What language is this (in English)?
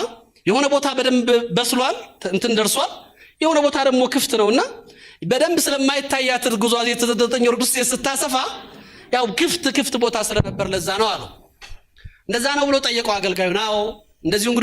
Amharic